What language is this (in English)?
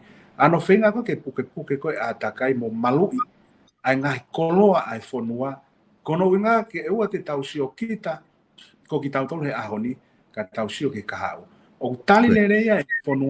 Tongan